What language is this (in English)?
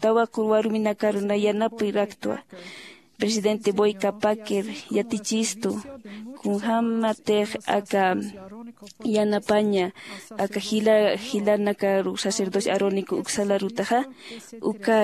Aymara